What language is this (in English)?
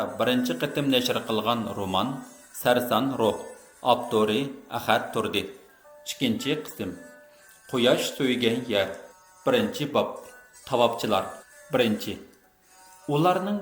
Uyghur